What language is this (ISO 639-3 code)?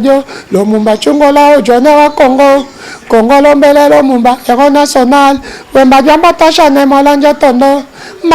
lin